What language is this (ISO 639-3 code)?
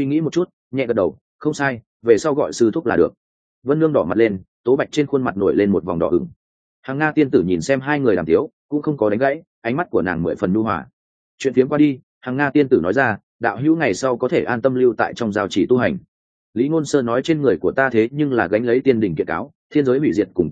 vie